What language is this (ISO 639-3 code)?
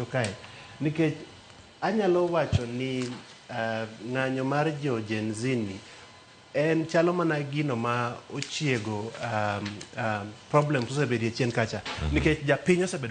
luo